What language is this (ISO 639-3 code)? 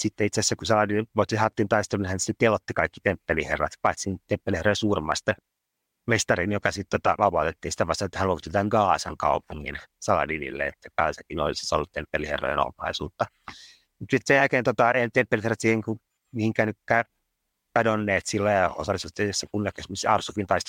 fin